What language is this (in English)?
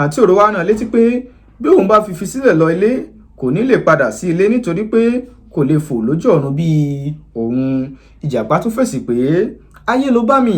Yoruba